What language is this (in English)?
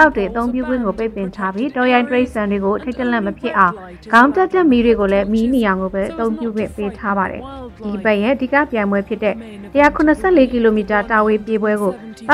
Burmese